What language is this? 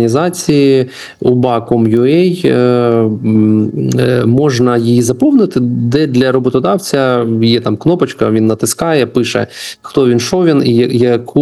Ukrainian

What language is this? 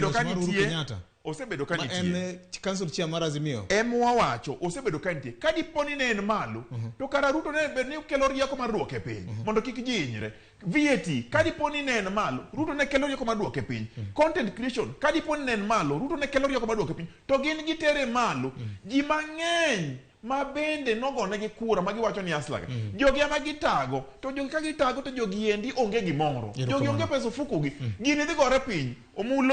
Luo (Kenya and Tanzania)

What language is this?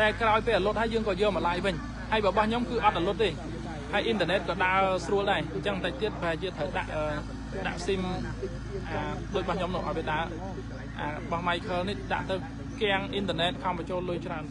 Khmer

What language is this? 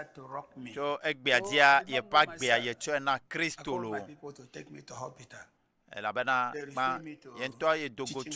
Ewe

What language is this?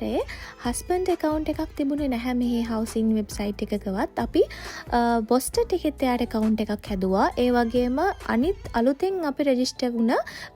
Sinhala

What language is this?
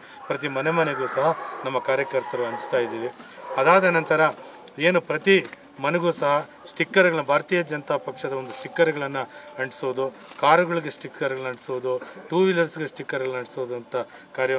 Kannada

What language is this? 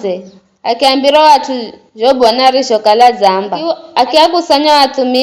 Giryama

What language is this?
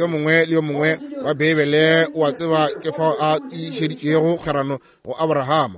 Northern Sotho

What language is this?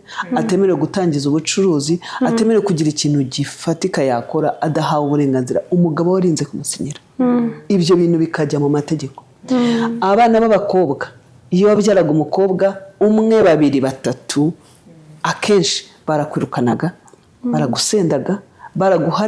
Kinyarwanda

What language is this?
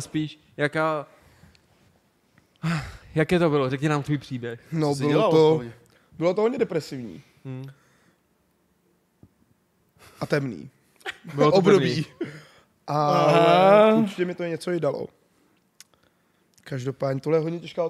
Czech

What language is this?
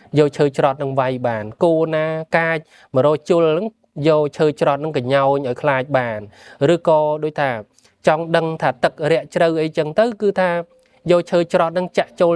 Khmer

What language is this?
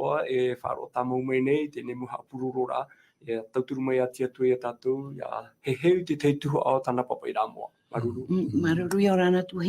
Tahitian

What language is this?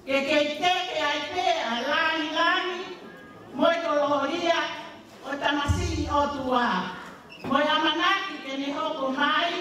Tongan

